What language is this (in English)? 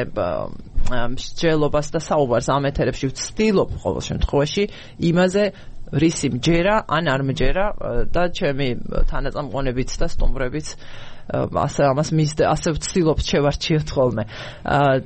Georgian